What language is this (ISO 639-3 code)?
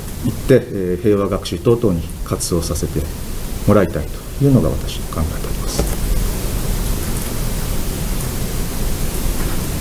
jpn